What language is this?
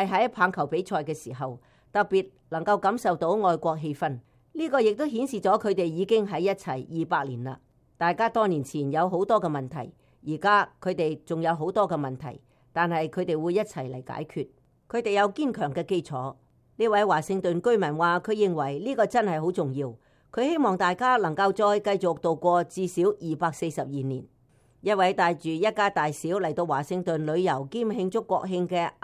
Cantonese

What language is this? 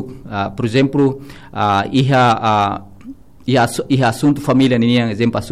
Tetum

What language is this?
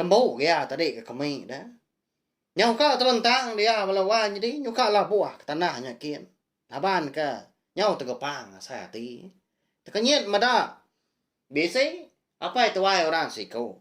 Iban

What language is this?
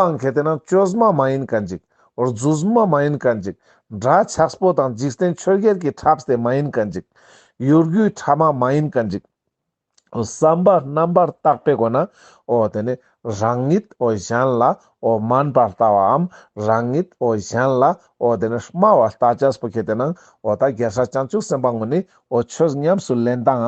Ladakhi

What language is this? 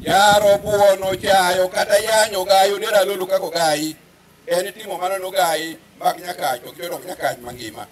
Luo (Kenya and Tanzania)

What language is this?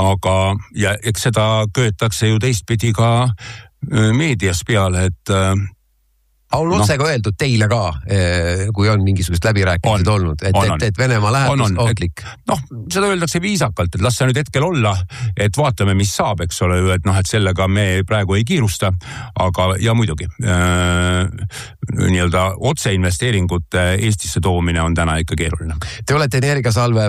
Estonian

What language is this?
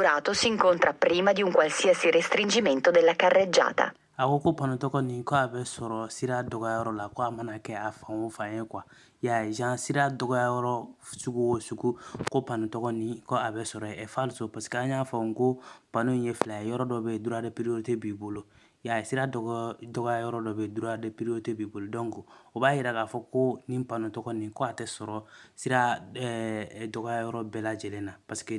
Bambara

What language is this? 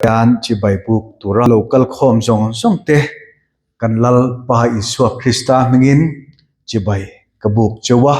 Mizo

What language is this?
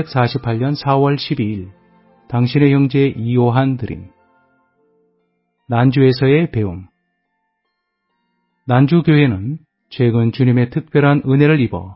Korean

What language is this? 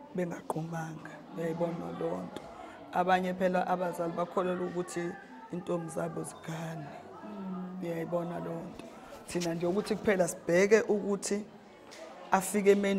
Zulu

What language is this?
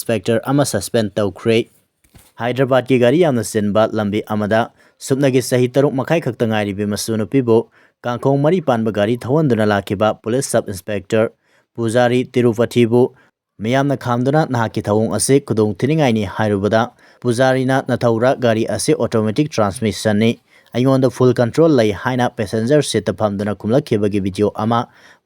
Manipuri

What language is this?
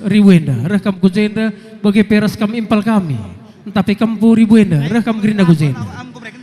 Batak Karo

